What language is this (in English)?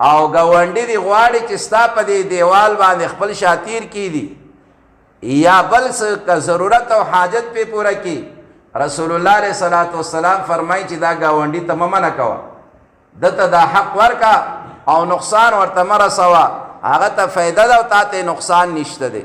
Pashto